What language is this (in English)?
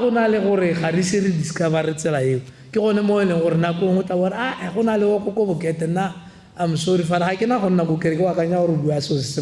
Tswana